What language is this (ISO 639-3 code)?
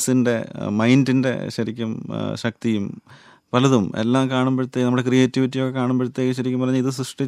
mal